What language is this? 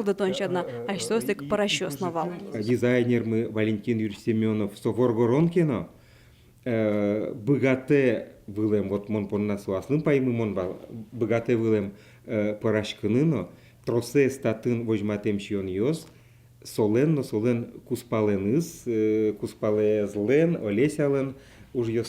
Udmurt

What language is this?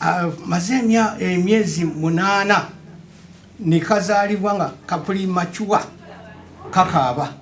Ganda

